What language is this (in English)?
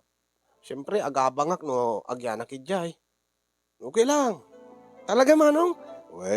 Iloko